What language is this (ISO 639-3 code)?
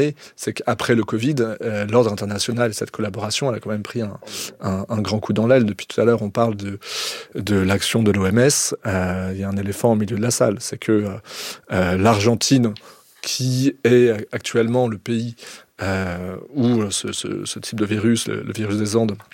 fra